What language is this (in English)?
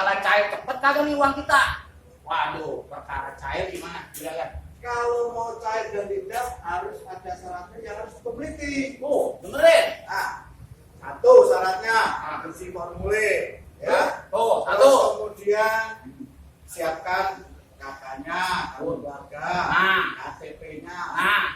Betawi